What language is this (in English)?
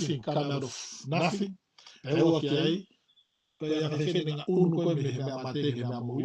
Tongan